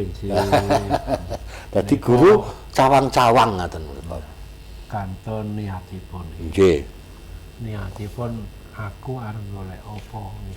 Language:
Javanese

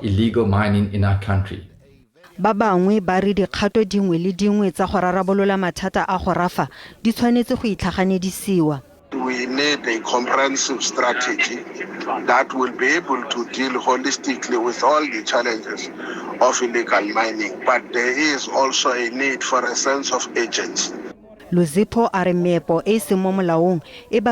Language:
Tswana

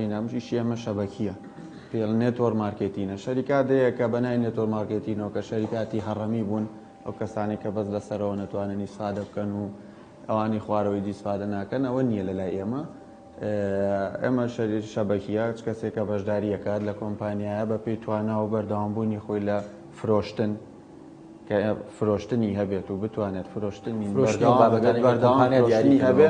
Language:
Central Kurdish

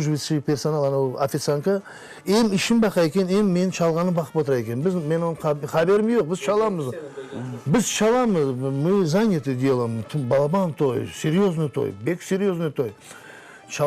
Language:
Crimean Tatar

